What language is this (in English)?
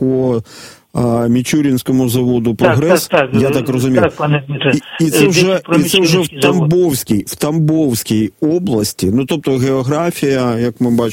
Ukrainian